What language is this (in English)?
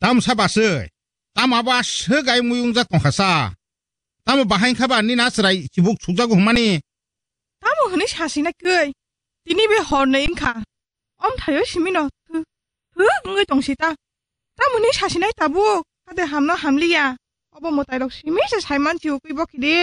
Kok Borok